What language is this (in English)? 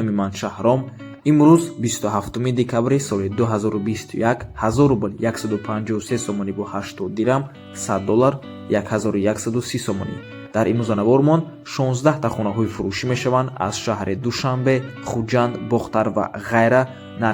Tajik